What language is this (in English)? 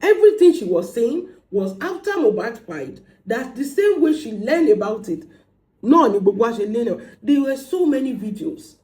Yoruba